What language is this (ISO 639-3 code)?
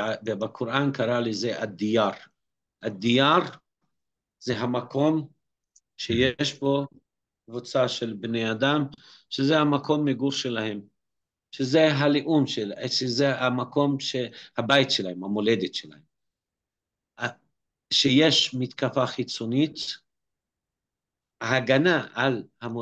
heb